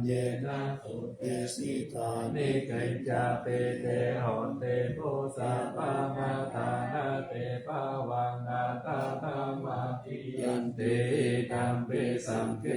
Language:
Pali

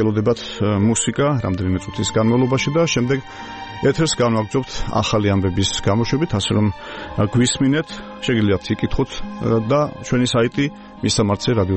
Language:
Georgian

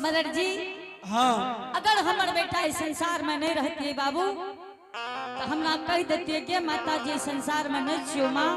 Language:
Angika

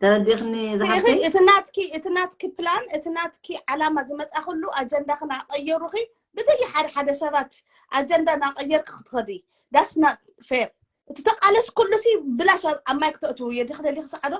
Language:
Tigrinya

